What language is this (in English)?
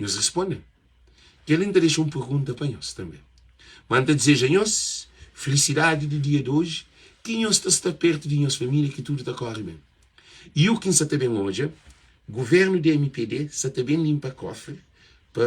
Kabuverdianu